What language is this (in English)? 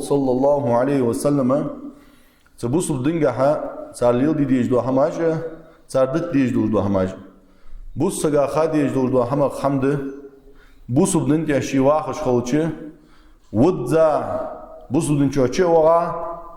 Ingush